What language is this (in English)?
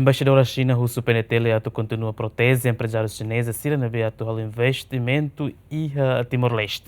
Tetum